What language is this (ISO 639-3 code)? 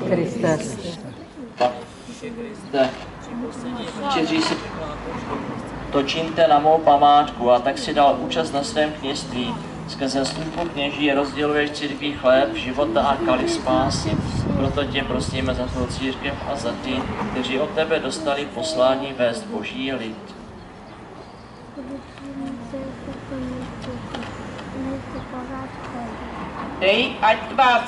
ces